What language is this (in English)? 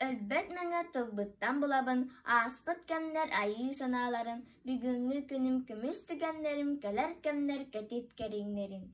Yakut